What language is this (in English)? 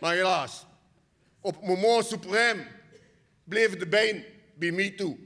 Limburgish